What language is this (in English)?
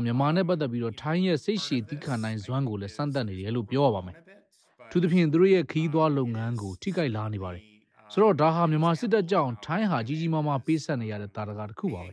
Burmese